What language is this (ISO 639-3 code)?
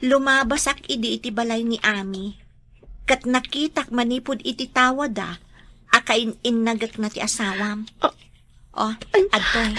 ilo